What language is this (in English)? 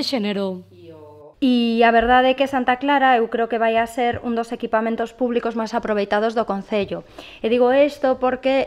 Galician